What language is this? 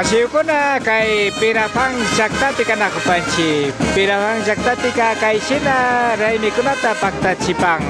Imbabura Highland Quichua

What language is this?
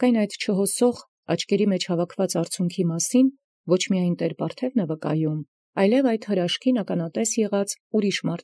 Armenian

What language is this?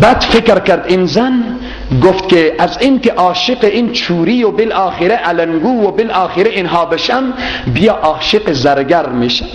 Persian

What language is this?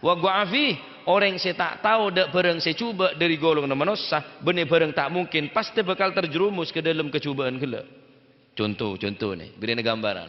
Madurese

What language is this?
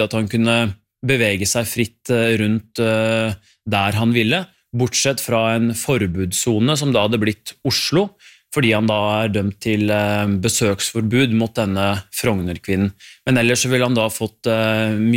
Norwegian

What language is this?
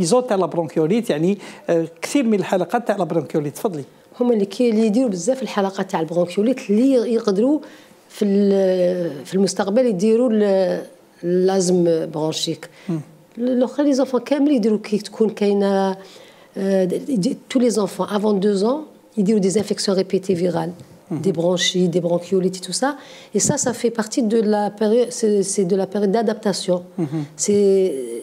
Algerian Arabic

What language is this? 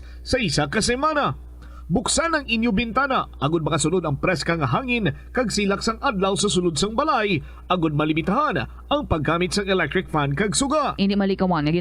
Hiligaynon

